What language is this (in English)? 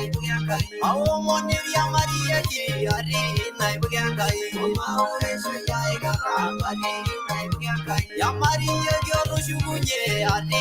Masai